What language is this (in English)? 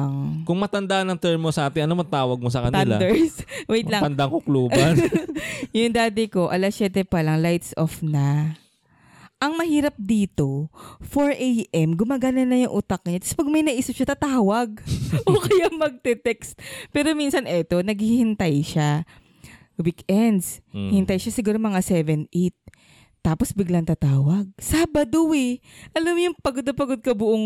Filipino